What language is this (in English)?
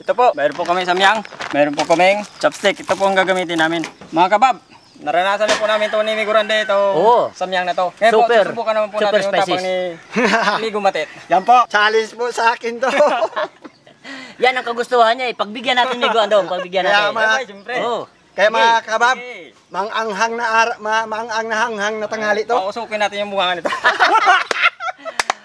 Filipino